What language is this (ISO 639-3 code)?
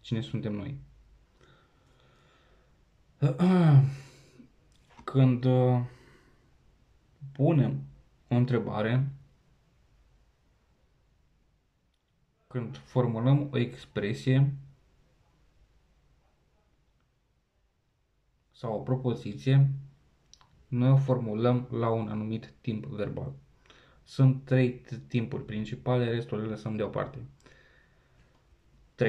ron